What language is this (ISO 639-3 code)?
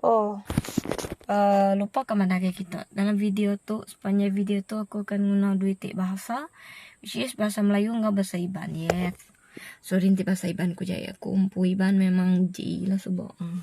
iba